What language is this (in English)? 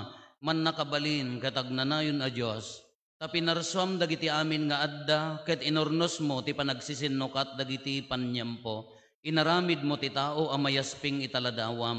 Iloko